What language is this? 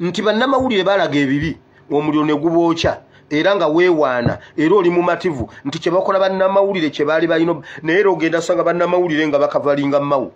Ganda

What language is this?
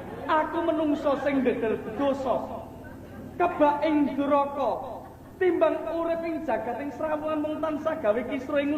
Javanese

